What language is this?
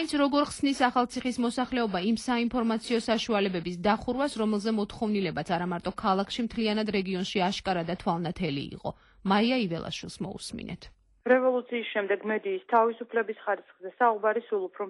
Georgian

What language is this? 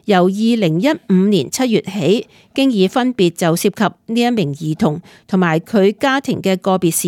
Cantonese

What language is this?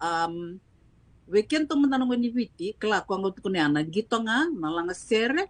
Fijian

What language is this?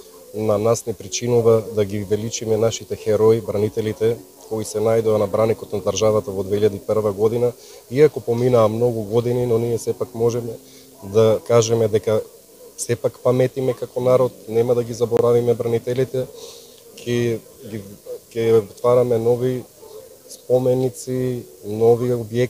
Macedonian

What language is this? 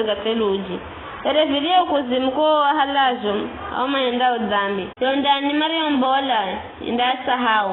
Giryama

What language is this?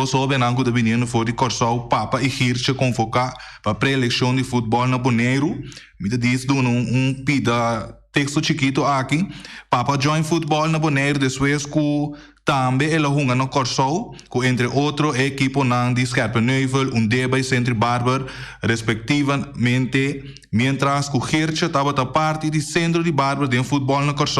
Papiamento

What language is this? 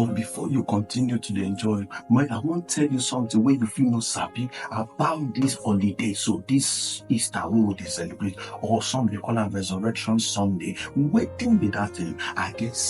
Nigerian Pidgin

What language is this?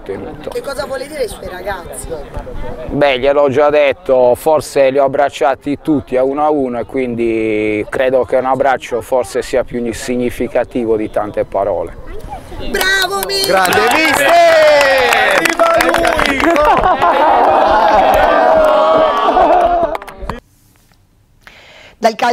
Italian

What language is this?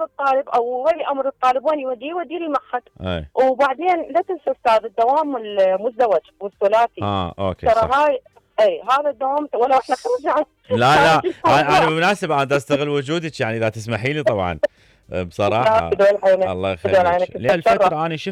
Mesopotamian Arabic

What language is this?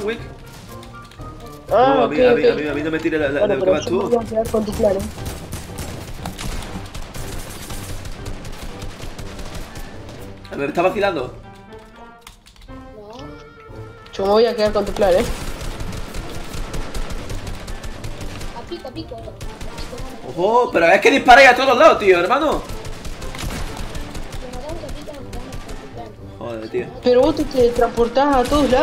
Spanish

